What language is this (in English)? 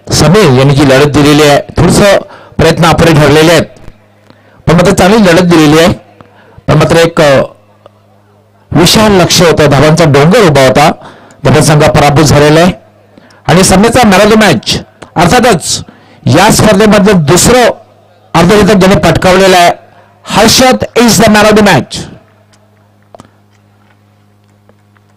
Marathi